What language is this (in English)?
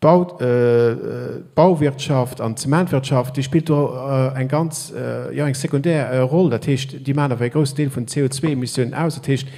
Luxembourgish